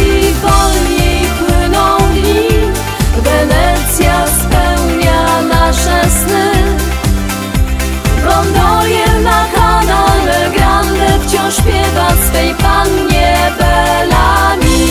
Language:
Polish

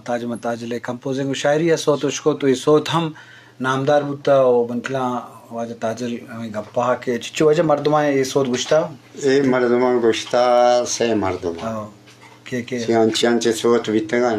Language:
Eastern Balochi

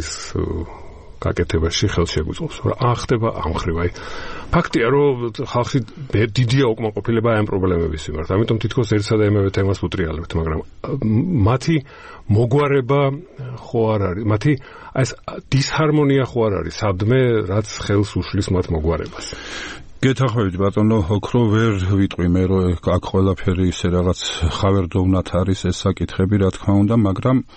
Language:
Georgian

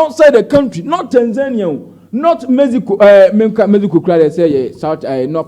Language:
Akan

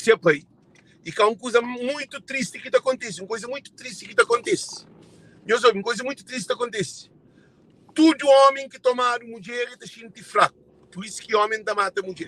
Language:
Kabuverdianu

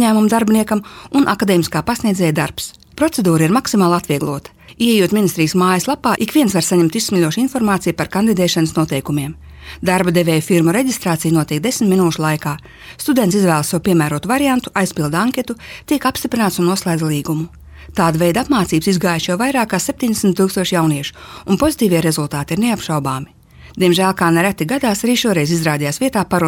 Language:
Latvian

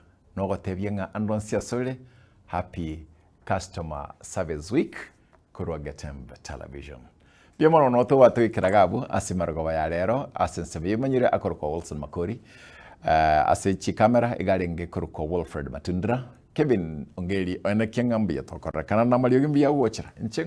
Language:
Gusii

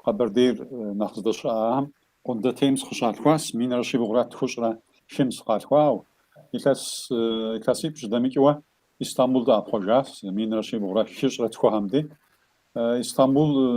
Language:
Kabardian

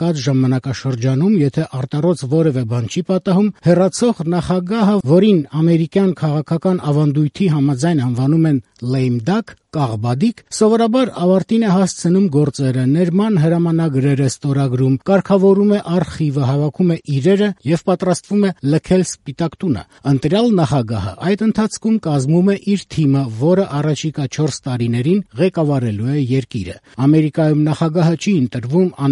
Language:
Armenian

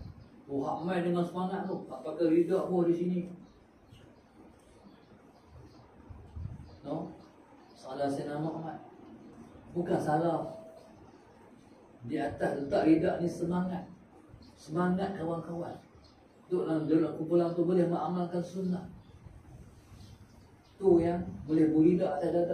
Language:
Malay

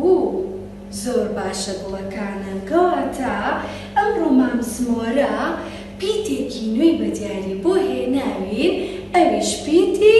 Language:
Central Kurdish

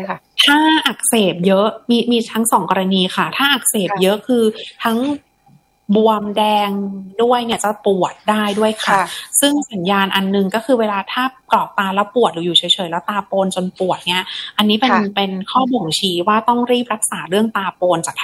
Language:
Thai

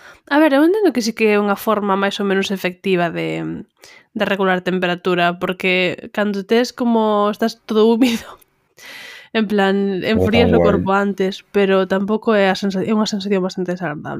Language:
Galician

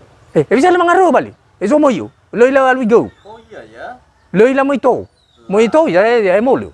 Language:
Nias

